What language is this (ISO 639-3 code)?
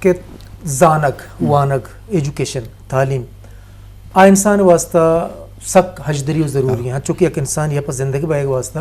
bgp